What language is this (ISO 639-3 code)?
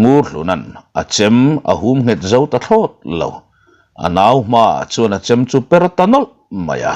lus